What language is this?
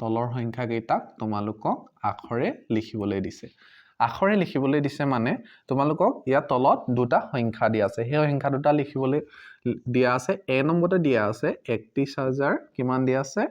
Assamese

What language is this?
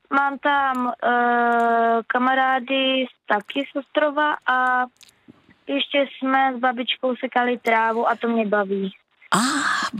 Czech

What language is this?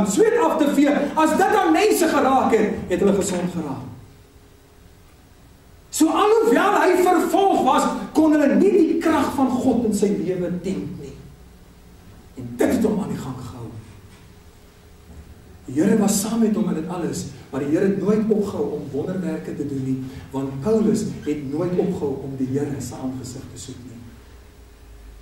Afrikaans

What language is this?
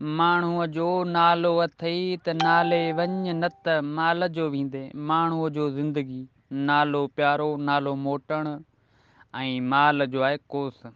Sindhi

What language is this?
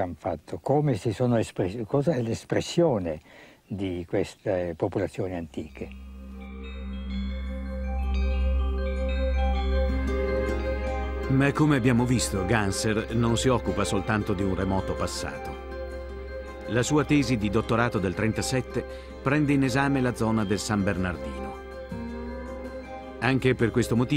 Italian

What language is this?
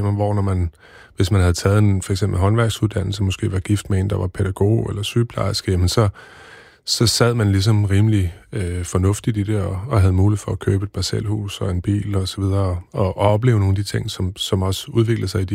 Danish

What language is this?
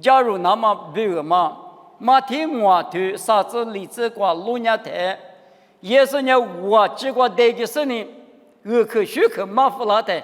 Lisu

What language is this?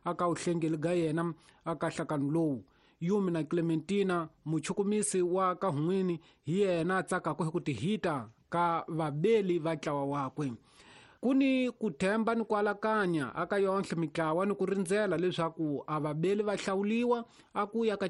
Tsonga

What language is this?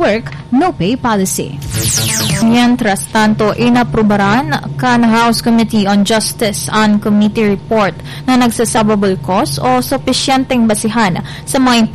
Bikol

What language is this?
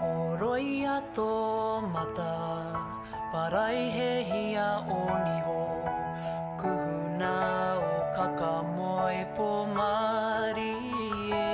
Māori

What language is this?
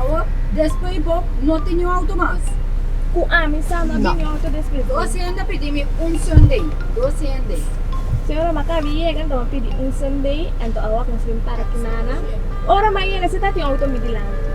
Papiamento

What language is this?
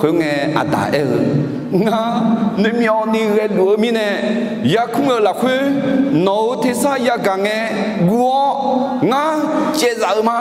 Akha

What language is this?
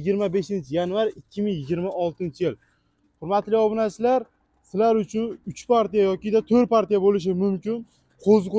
Uzbek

